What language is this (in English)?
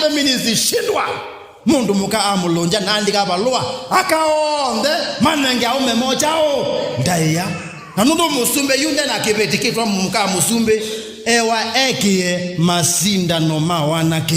Kamba